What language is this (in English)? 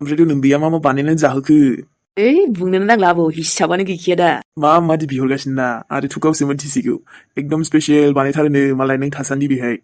Bodo